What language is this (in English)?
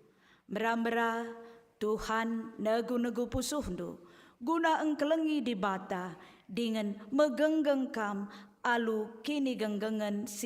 Batak Karo